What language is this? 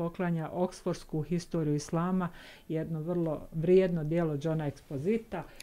Bosnian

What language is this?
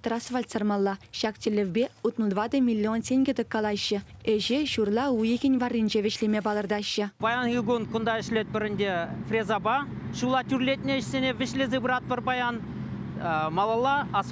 Chuvash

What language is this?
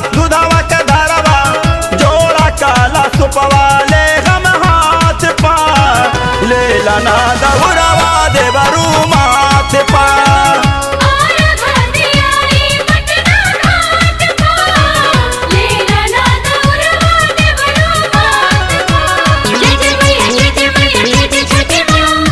Bhojpuri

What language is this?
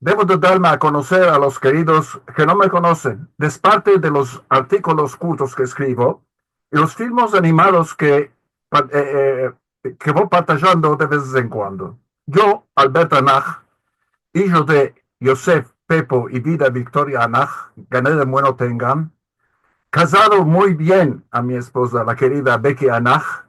Ladino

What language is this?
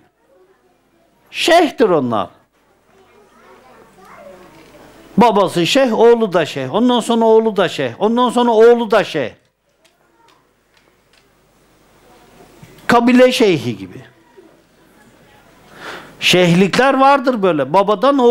Turkish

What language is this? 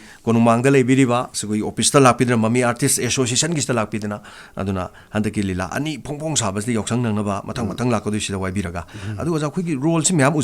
Manipuri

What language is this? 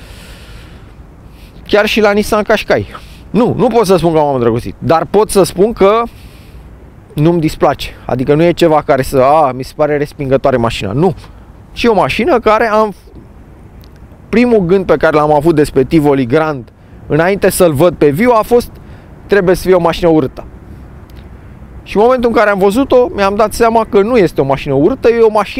Romanian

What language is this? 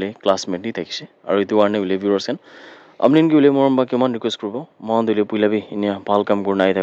Naga Pidgin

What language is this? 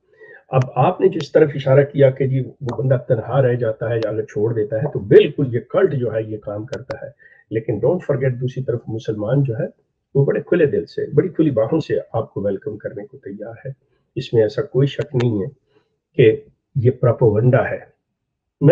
Urdu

